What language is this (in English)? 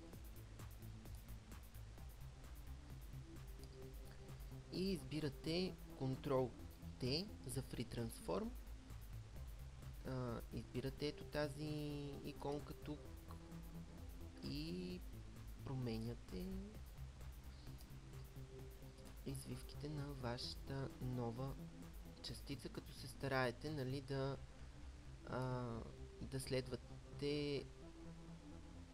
Bulgarian